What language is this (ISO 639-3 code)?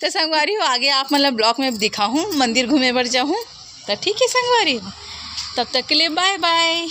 hne